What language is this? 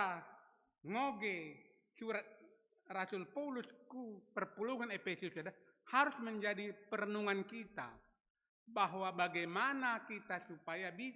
Batak Karo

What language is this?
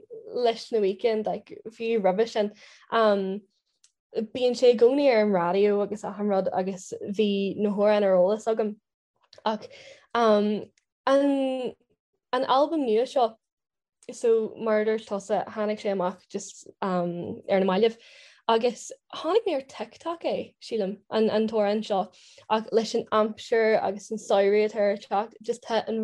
Irish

